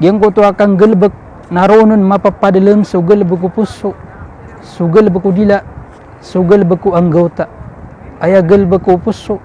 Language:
Maranao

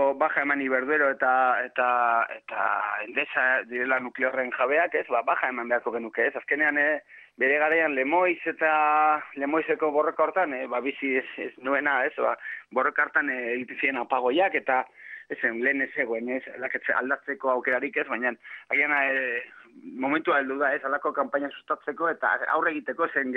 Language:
Basque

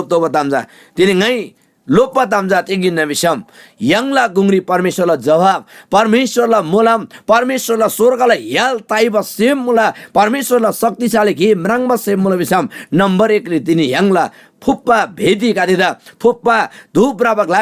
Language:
Eastern Tamang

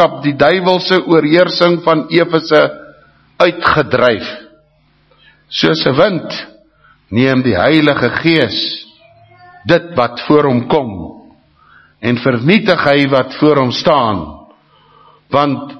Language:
Afrikaans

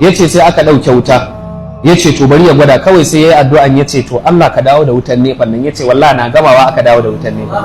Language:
Hausa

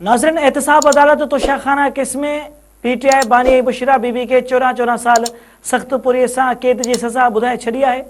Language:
Sindhi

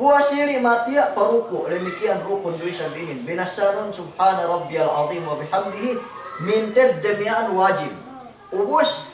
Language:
Yakan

